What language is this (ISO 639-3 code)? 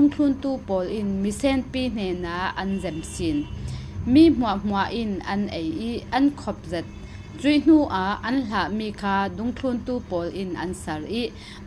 cfm